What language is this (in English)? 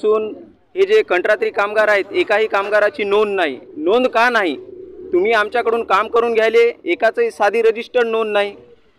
Marathi